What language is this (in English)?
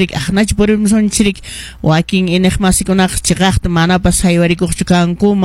Quechua